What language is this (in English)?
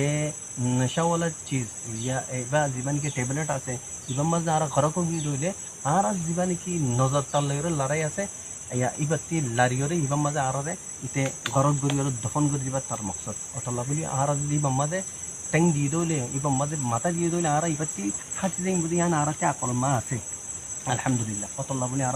Rohingya